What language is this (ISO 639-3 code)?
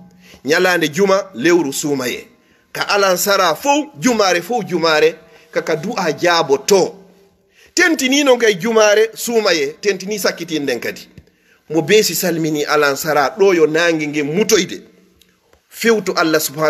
ful